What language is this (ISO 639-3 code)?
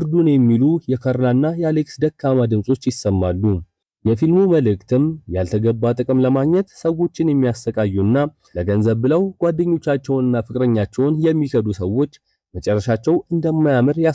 amh